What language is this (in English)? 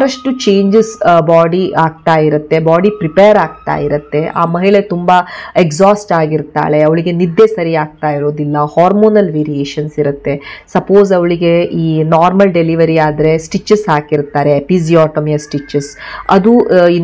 Kannada